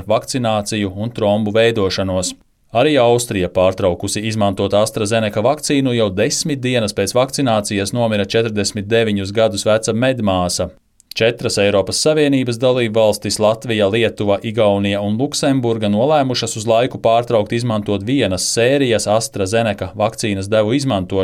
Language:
Latvian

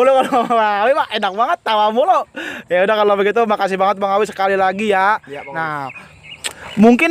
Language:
Betawi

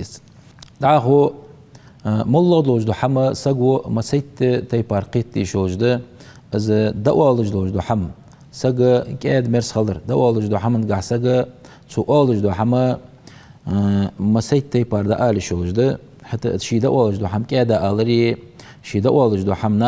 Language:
Ingush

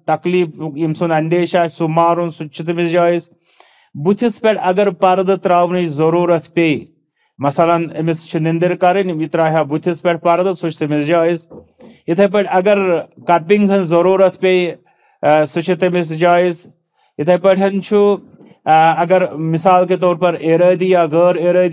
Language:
Kashmiri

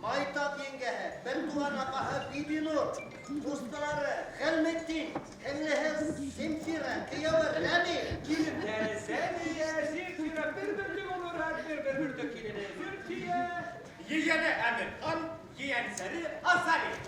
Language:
Bashkir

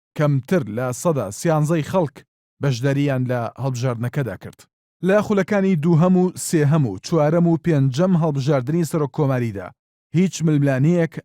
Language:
Central Kurdish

